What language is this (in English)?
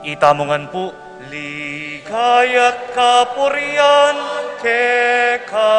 Pampanga